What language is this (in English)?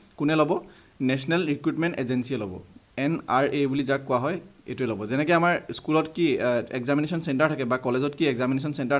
Assamese